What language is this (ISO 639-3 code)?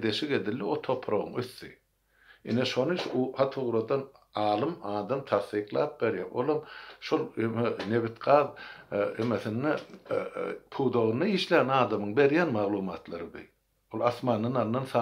tuk